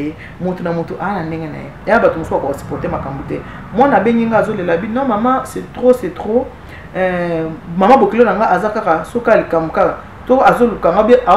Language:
Lingala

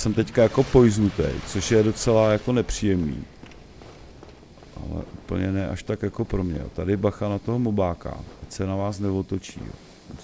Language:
Czech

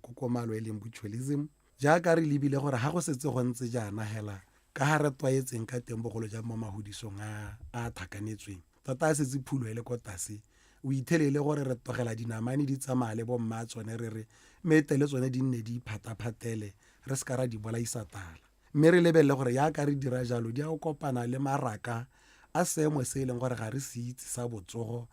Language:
Tswana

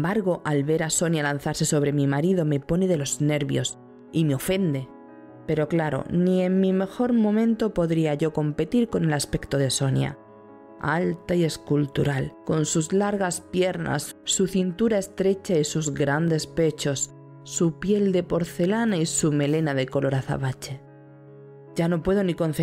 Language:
Spanish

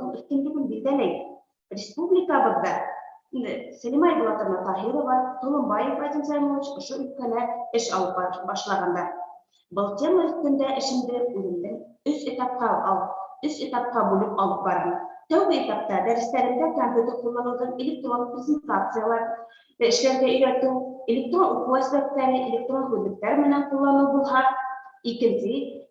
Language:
Bashkir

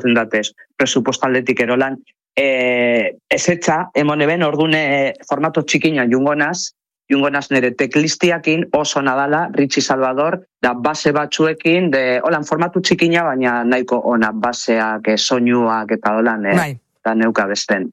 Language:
Basque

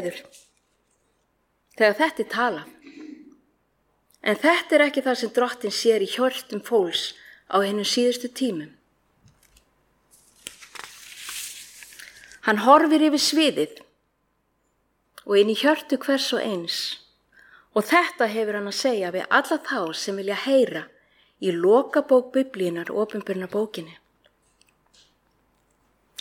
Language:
Icelandic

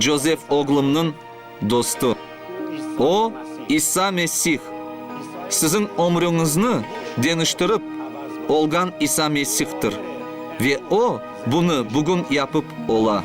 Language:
Crimean Tatar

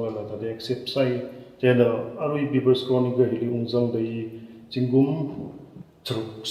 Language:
Tangkhul Naga (India)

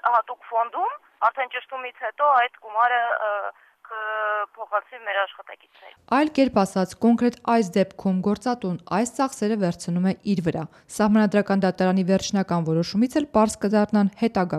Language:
Armenian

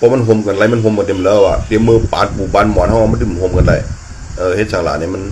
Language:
Shan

